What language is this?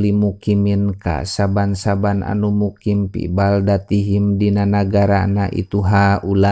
Sundanese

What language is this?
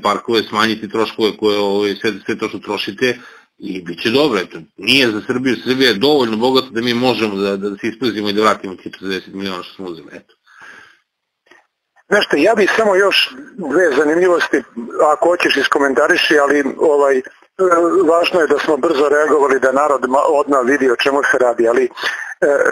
Serbian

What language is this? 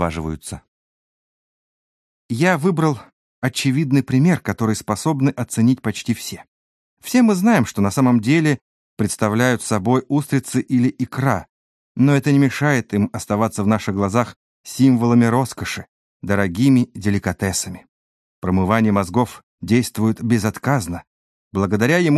Russian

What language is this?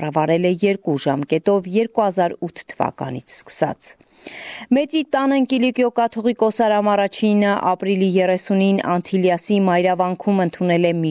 Armenian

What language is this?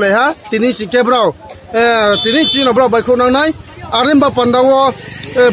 Riang (India)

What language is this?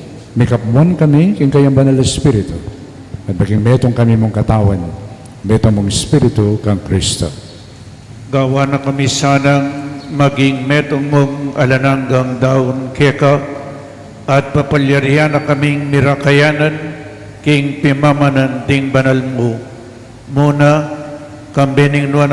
Pampanga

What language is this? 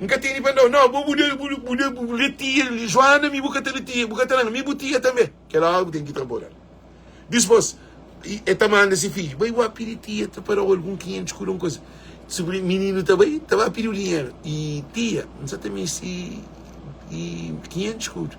Kabuverdianu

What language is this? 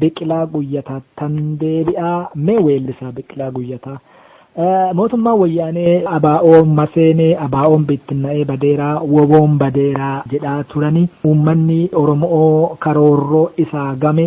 Oromo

